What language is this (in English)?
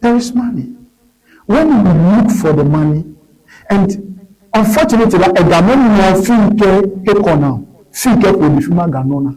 Ewe